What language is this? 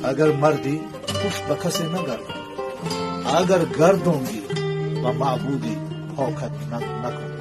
Tajik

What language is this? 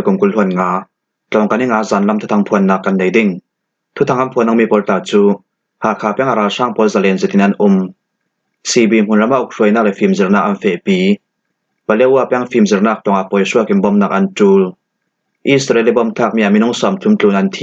Falam Chin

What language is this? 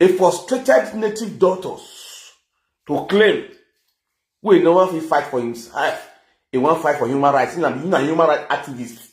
Nigerian Pidgin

